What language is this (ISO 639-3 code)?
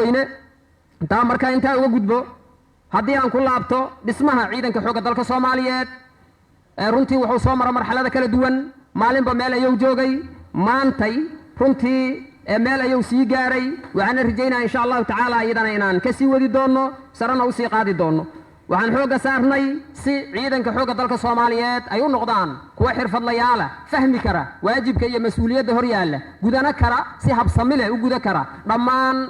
som